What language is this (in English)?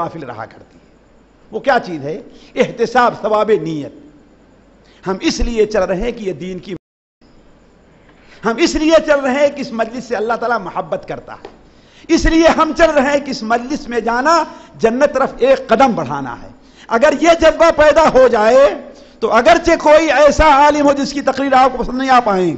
Urdu